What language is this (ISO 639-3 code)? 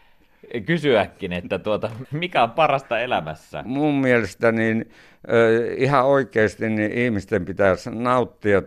fin